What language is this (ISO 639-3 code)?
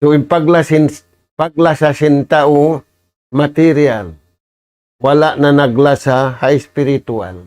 tsg